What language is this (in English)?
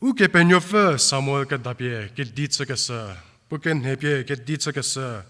Angami Naga